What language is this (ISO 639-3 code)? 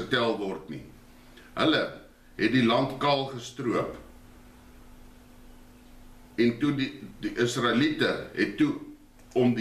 afr